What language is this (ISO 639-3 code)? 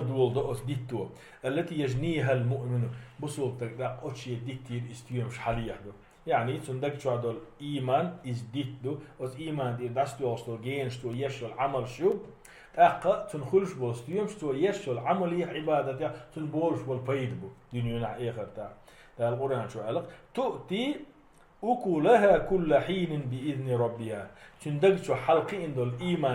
che